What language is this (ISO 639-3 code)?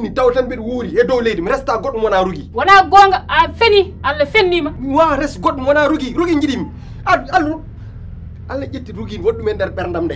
ful